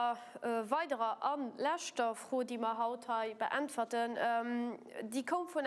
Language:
Luxembourgish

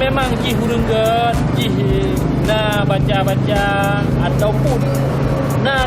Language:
Achinese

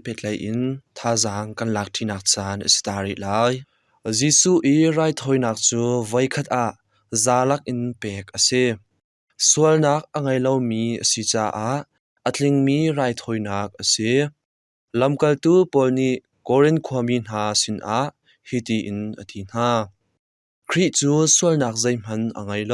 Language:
Hakha Chin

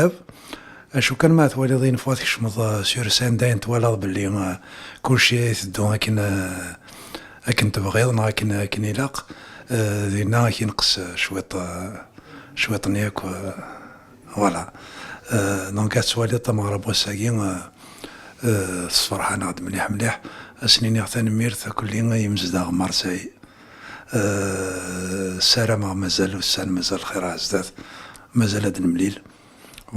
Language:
Kabyle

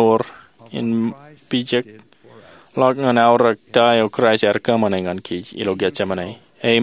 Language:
Marshallese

